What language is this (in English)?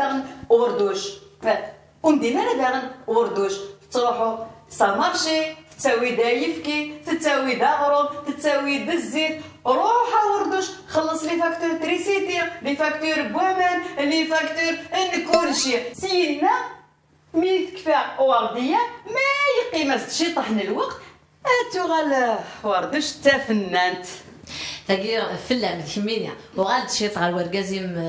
Kabyle